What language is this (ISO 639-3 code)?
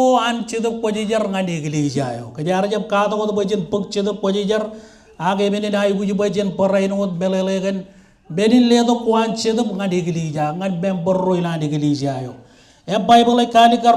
mah